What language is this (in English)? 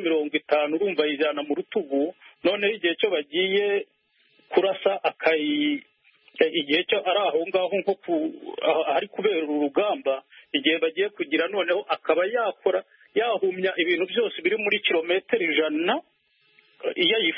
Kinyarwanda